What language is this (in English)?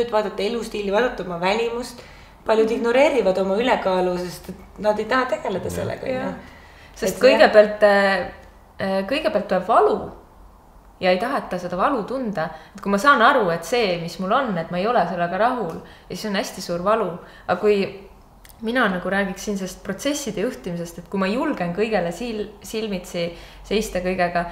Estonian